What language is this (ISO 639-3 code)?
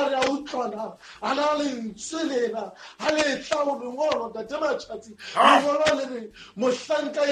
sot